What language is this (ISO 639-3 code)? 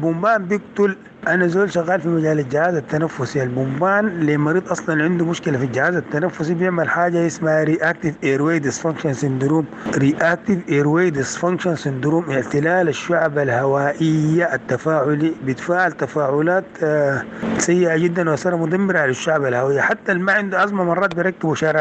apd